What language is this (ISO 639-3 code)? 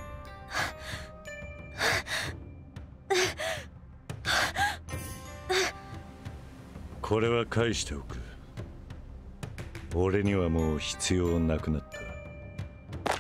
jpn